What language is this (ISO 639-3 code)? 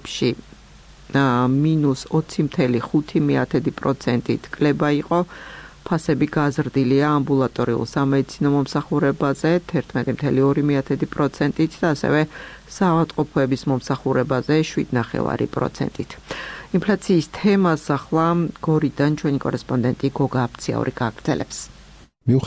kat